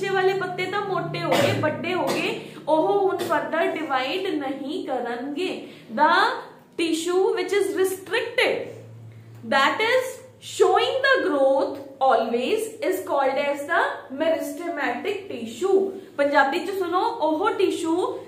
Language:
Punjabi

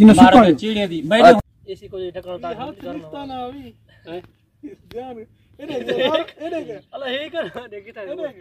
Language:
Saraiki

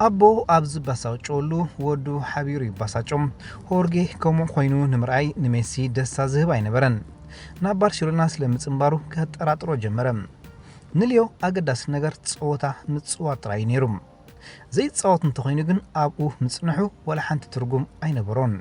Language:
Tigrinya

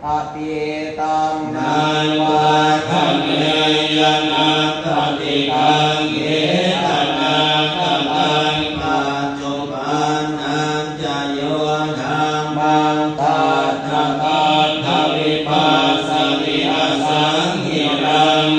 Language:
Pali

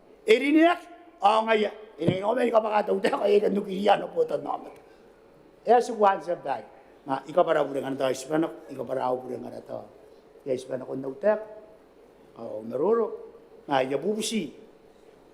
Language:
Gilbertese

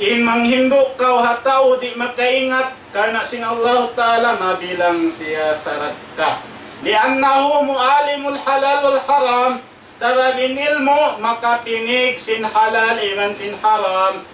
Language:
Tausug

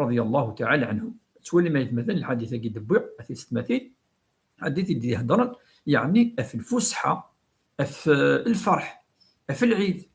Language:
Kabyle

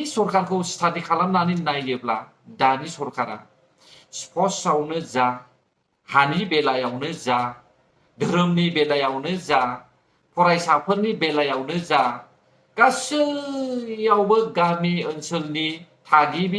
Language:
Bodo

